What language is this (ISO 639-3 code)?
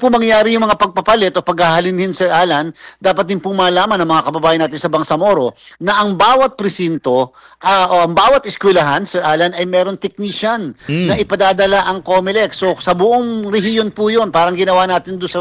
fil